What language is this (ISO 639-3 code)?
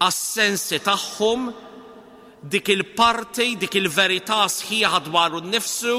mlt